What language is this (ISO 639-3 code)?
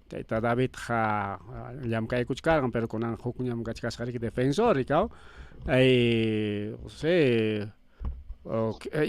quy